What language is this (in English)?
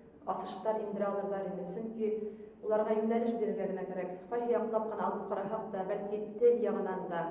Bashkir